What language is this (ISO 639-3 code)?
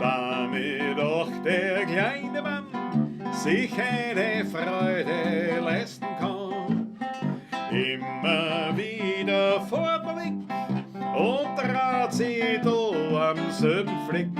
bar